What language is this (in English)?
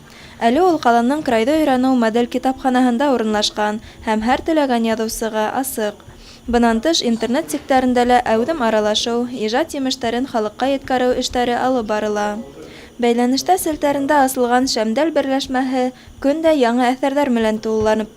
Bashkir